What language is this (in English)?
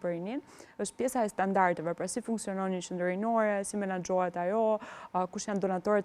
Albanian